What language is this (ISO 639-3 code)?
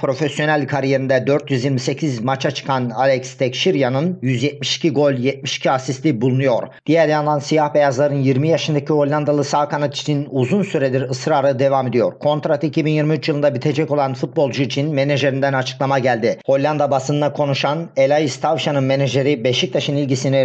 tur